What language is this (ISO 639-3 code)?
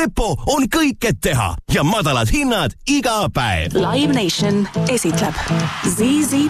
est